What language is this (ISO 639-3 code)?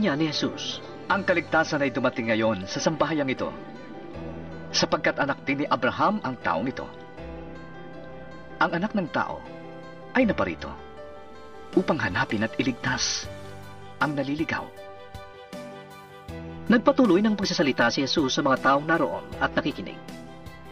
fil